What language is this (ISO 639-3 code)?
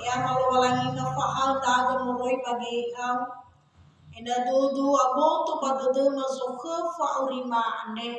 nia